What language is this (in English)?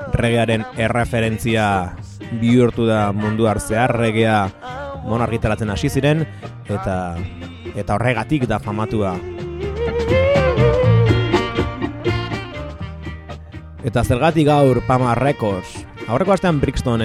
Basque